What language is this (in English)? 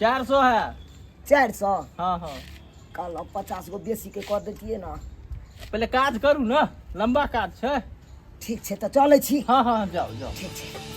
Maithili